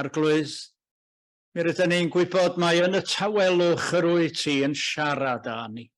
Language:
Welsh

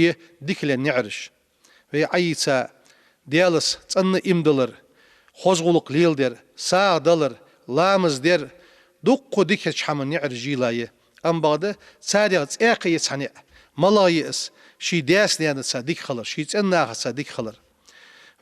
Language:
Ingush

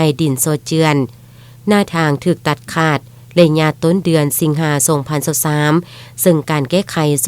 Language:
Lao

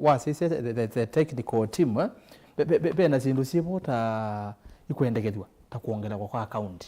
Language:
Kamba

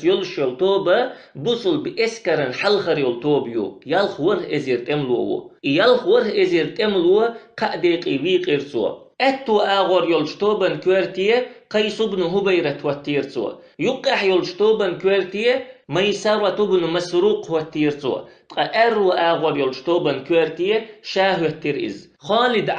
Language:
Chechen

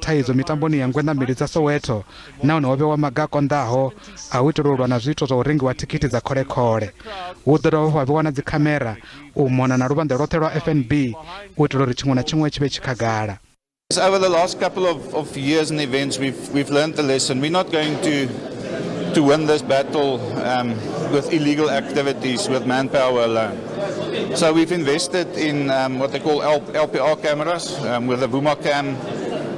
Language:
Venda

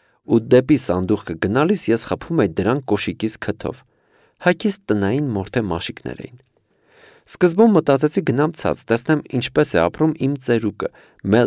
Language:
Armenian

